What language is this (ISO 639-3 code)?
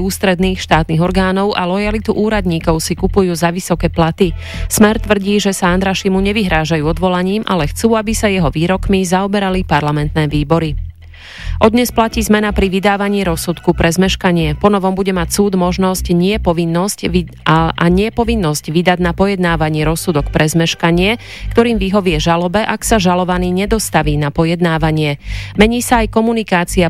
slk